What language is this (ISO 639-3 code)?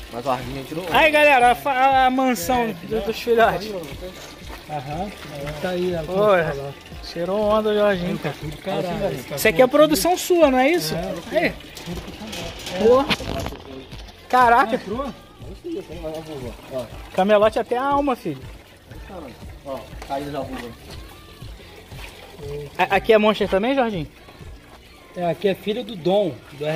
por